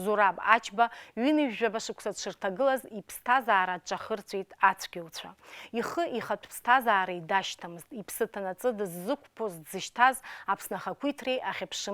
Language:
Abkhazian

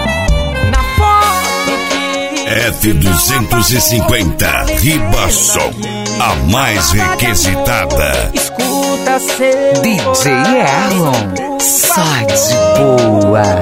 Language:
Portuguese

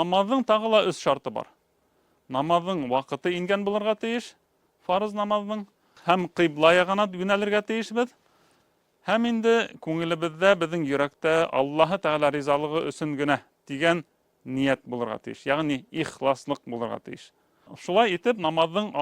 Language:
Bashkir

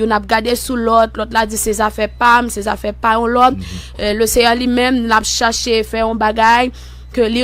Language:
Haitian Creole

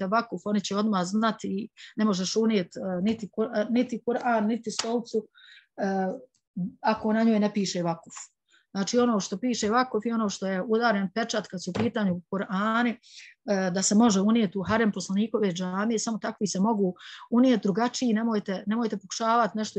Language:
Bosnian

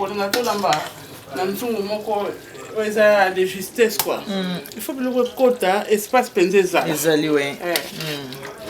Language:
Lingala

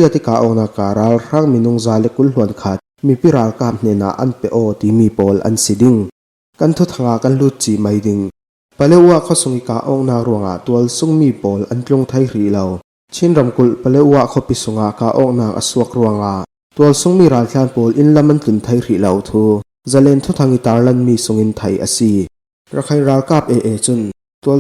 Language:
Falam Chin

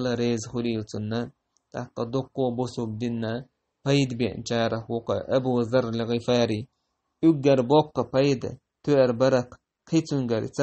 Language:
Chechen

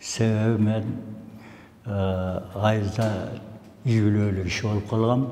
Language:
Kyrgyz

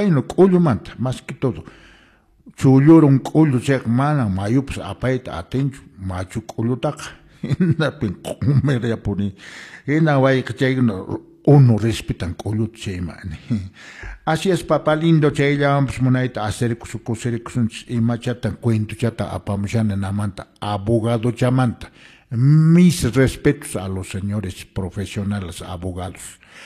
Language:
Quechua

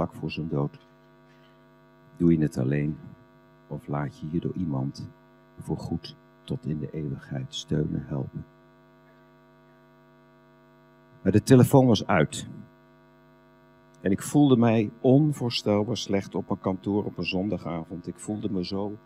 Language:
Dutch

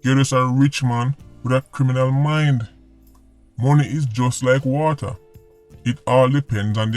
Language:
Jamaican Creole English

